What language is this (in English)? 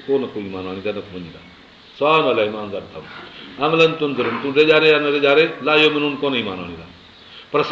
Sindhi